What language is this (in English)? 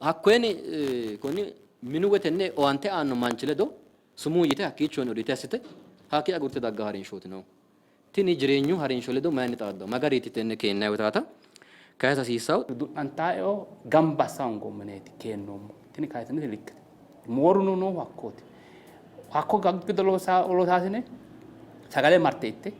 Sidamo